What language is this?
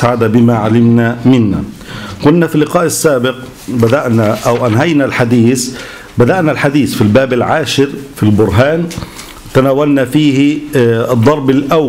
Egyptian Arabic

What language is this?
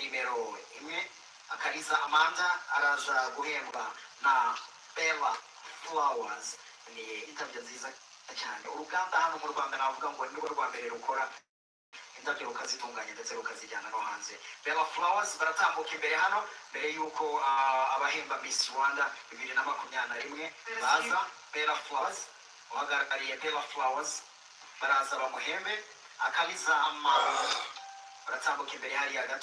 Kinyarwanda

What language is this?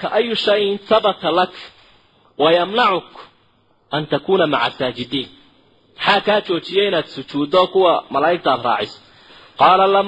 Somali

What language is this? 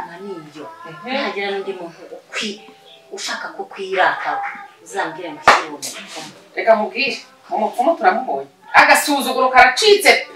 Kinyarwanda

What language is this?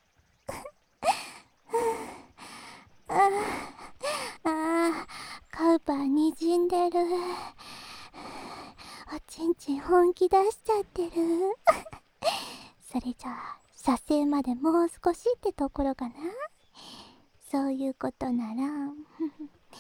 Japanese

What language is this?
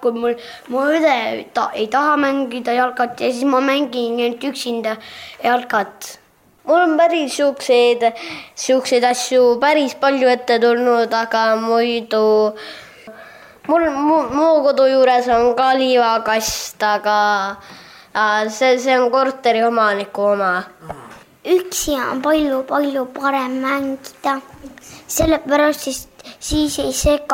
Estonian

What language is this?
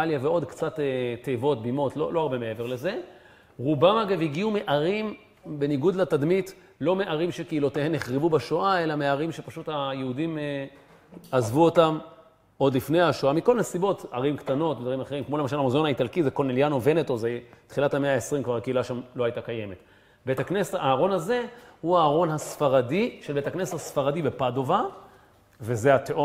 Hebrew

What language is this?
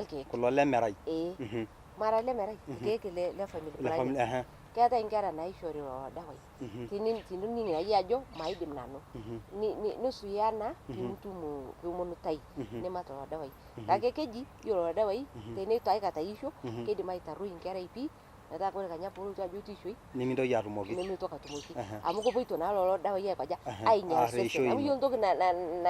Masai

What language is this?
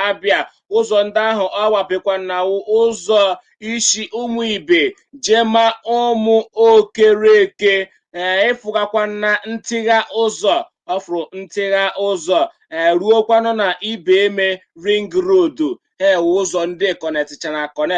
Igbo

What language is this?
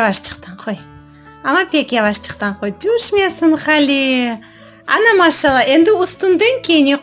Crimean Tatar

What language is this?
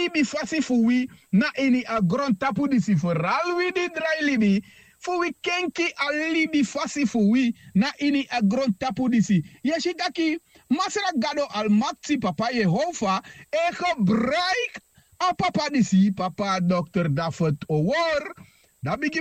Sranan Tongo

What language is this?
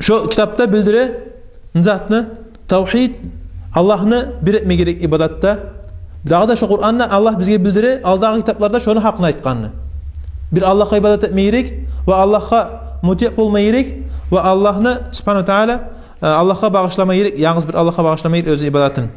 Kumyk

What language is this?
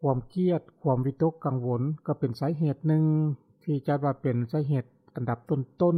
Lao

